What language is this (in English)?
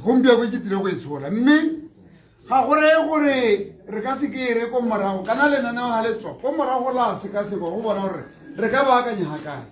Tswana